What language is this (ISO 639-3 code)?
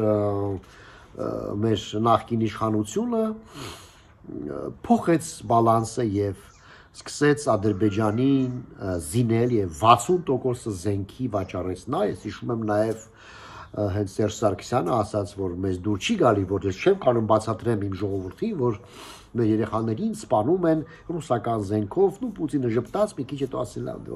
hye